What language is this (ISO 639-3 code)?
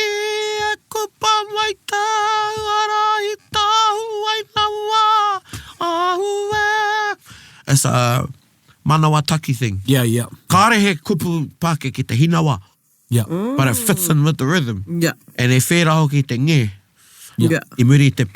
mri